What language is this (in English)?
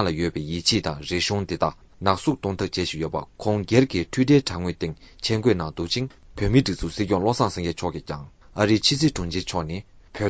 Tibetan